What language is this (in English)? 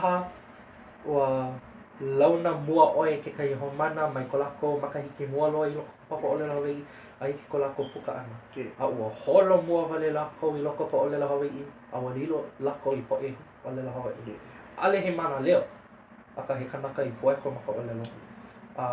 Hawaiian